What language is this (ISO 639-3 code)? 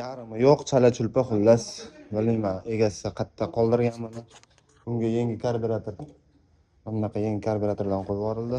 uzb